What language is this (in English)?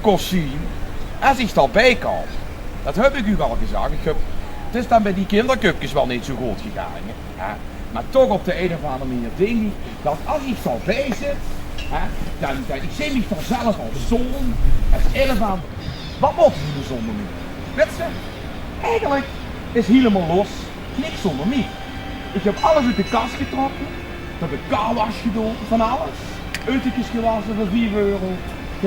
Limburgish